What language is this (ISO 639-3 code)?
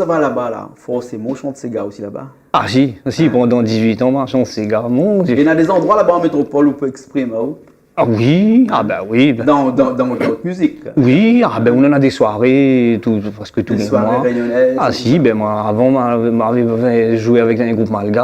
rcf